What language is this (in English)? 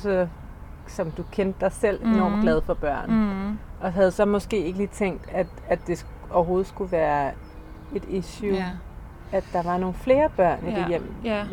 Danish